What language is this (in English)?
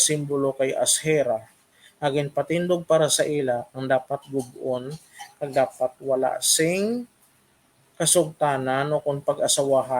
Hiligaynon